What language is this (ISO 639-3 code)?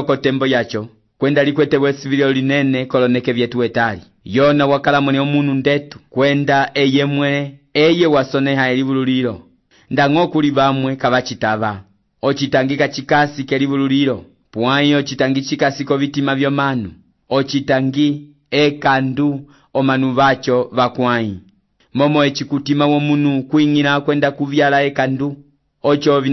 umb